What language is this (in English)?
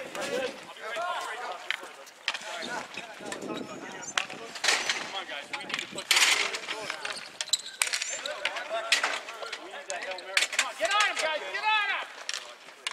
English